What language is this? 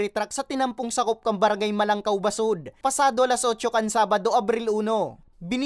Bikol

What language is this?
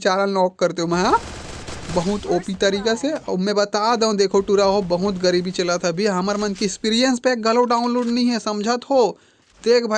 Chhattisgarhi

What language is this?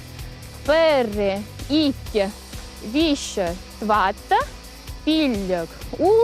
Chuvash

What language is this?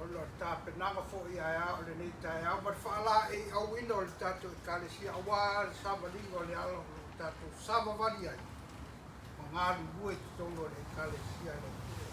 Samoan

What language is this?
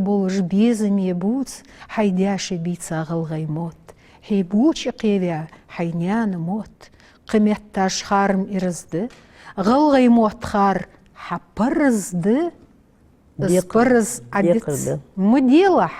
Ingush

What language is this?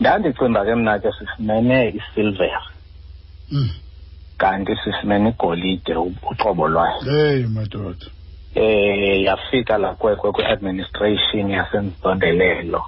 Xhosa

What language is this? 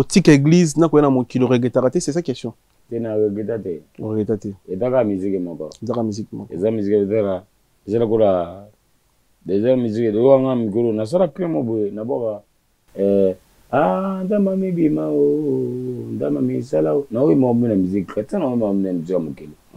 Lingala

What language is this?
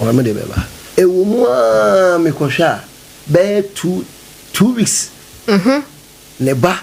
Akan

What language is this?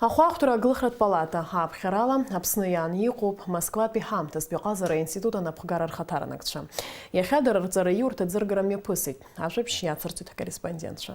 Abkhazian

